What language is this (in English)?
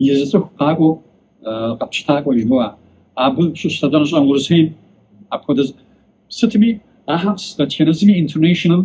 Kabardian